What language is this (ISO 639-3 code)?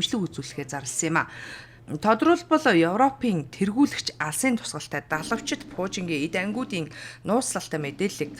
mon